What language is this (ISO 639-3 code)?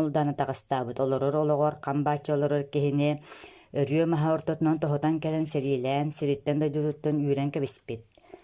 sah